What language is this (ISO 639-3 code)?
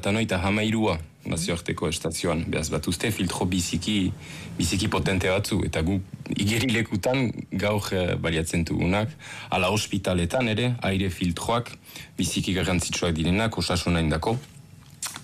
eus